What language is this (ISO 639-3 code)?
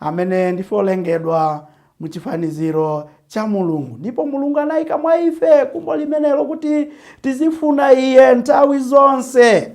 nya